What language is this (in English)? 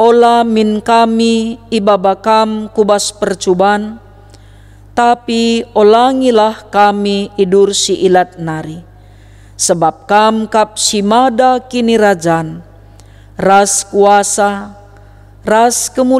Batak Karo